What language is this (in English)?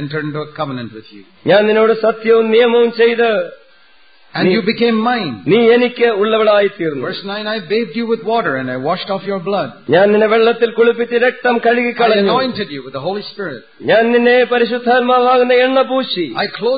Malayalam